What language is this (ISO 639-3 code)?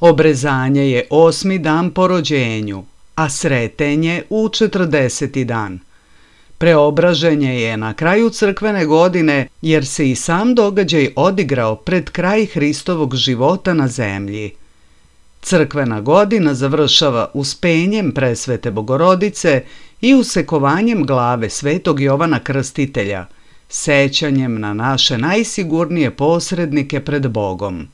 srp